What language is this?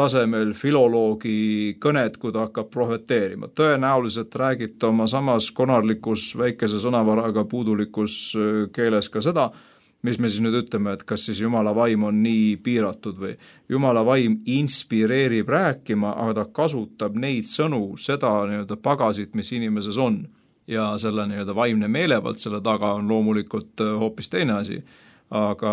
Estonian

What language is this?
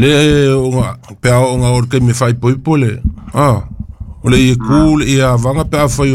Samoan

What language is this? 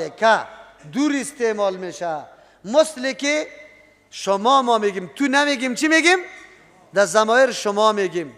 Persian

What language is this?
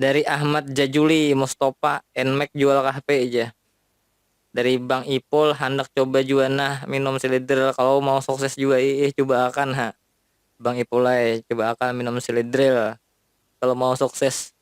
Banjar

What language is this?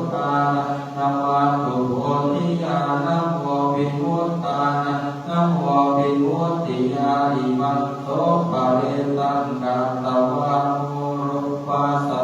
Pali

